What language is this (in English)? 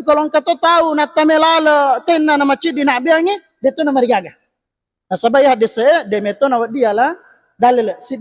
Buginese